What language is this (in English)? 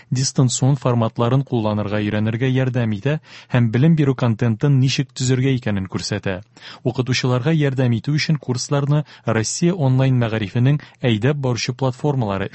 Tatar